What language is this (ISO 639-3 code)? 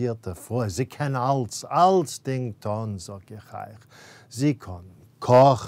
yid